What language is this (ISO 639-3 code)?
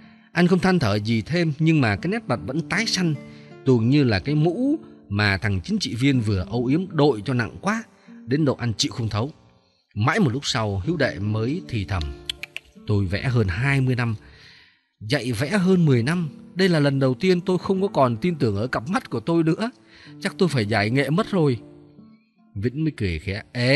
vie